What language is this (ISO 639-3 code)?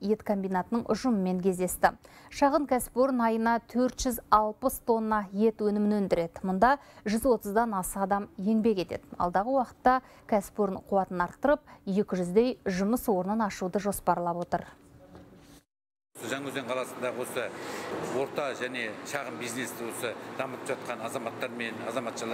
kaz